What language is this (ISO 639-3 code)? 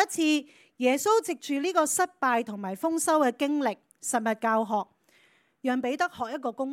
yue